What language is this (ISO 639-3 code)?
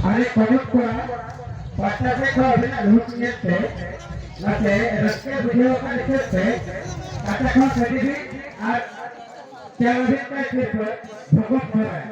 sat